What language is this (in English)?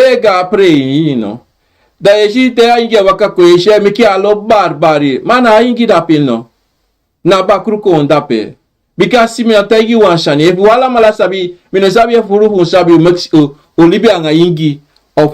Sranan Tongo